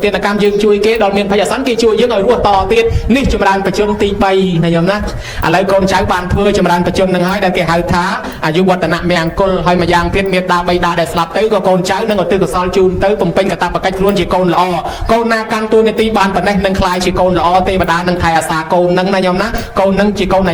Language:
Khmer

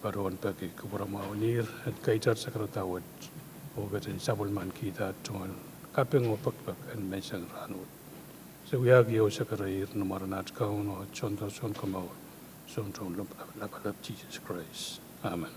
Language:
Pohnpeian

